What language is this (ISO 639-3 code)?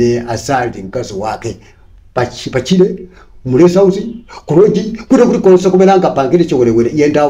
nya